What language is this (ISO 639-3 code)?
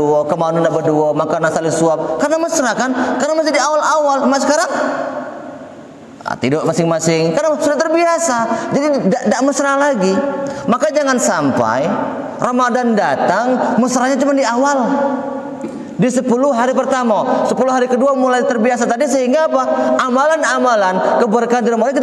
ind